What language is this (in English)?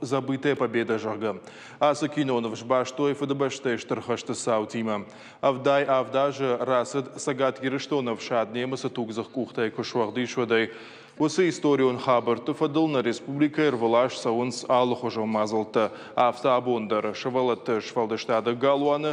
Ossetic